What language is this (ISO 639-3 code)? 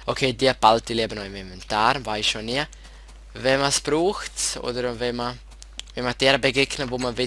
gsw